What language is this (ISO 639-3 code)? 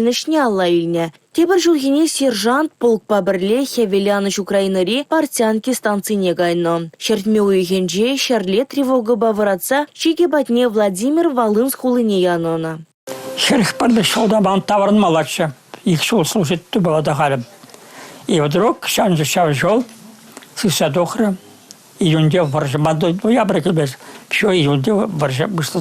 chv